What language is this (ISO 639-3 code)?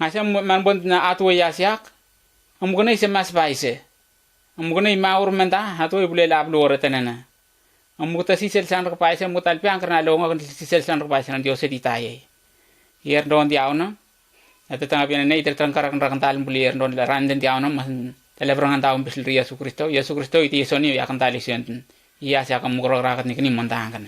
nms